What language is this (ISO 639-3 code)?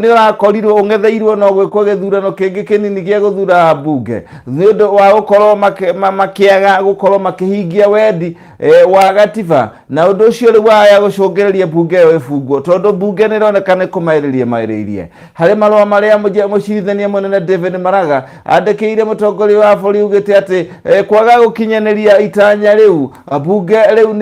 kik